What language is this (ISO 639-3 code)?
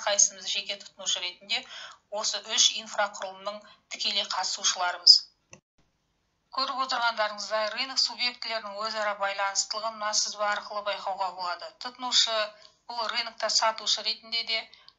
kaz